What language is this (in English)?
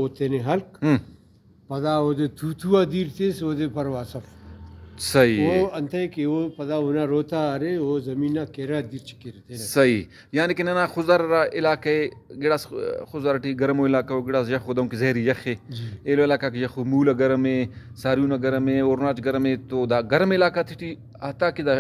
Brahui